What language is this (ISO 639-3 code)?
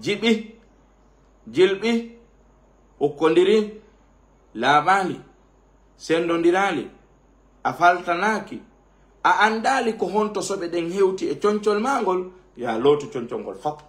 ful